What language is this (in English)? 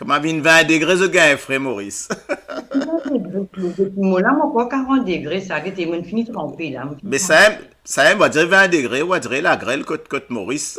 Morisyen